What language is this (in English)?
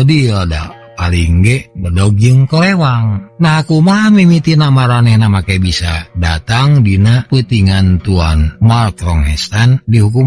Sundanese